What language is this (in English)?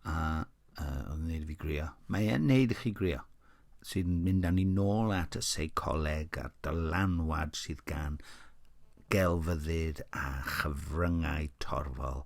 Welsh